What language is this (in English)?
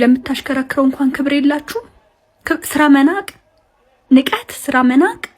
Amharic